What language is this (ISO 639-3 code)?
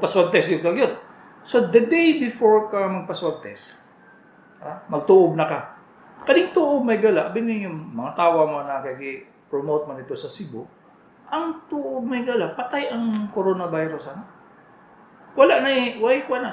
ceb